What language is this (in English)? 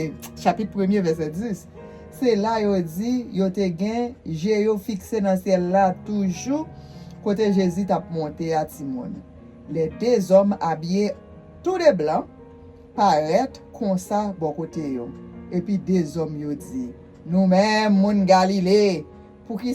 Haitian Creole